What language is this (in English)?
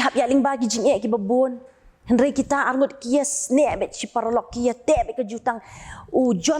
Khasi